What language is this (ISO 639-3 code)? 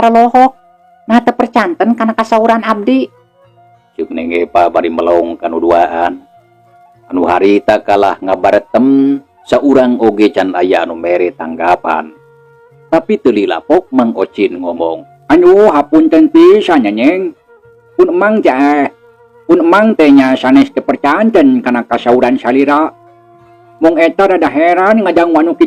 sun